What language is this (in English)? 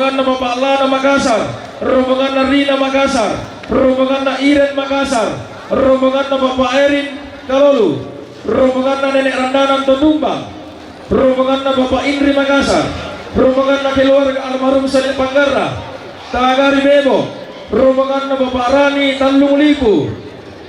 Toraja-Sa'dan